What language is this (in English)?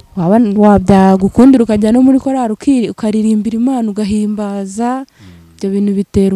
Kinyarwanda